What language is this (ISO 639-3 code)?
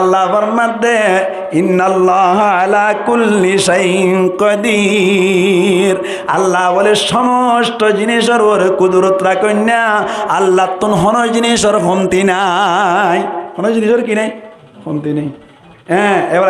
rhg